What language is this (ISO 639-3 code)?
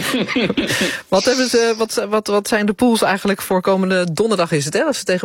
nld